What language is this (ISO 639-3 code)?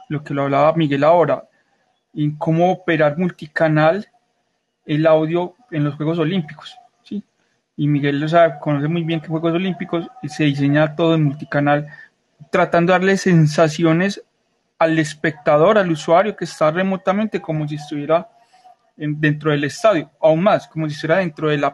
spa